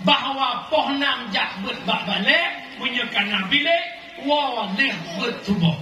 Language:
Achinese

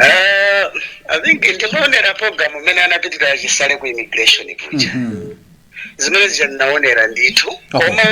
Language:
Nyanja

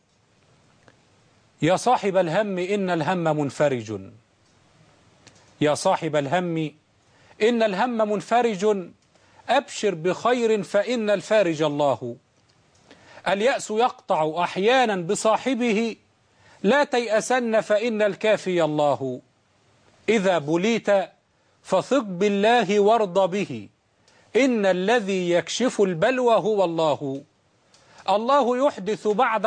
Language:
Arabic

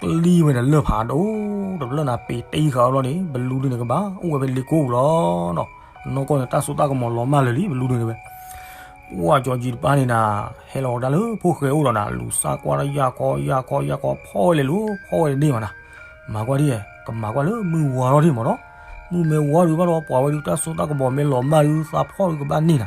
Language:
S'gaw Karen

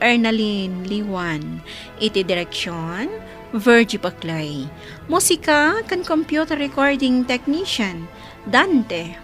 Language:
Iloko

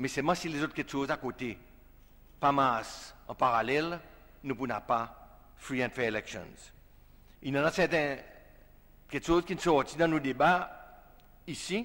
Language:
Seselwa Creole French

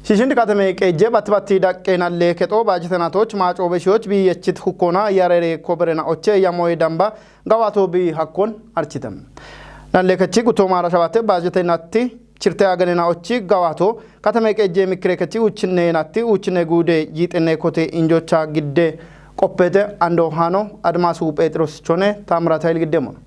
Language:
Kafa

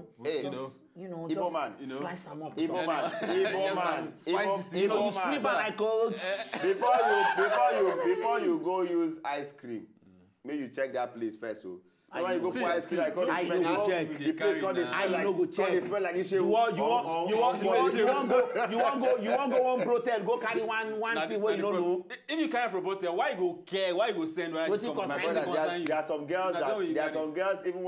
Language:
Nigerian Pidgin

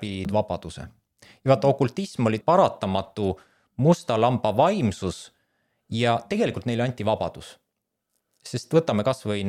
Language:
Estonian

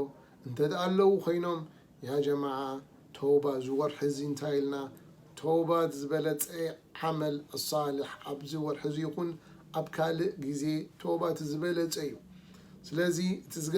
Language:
Tigrinya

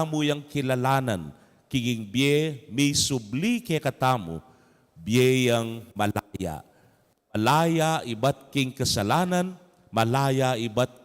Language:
Pampanga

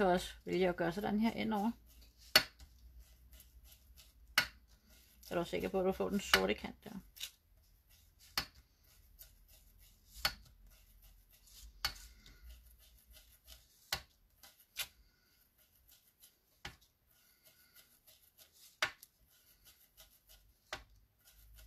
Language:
Danish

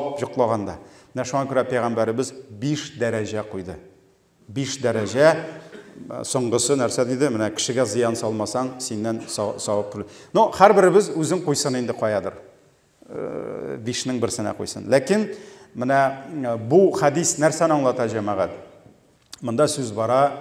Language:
Tatar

